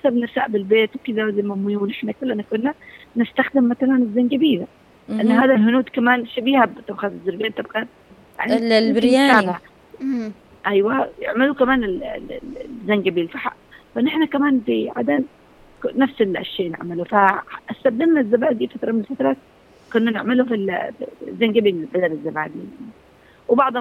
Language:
Ta'izzi-Adeni Arabic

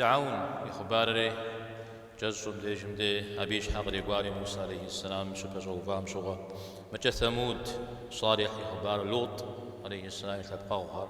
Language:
Kabardian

